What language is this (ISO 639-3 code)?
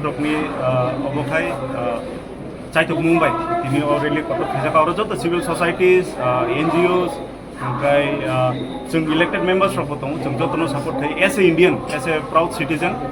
ria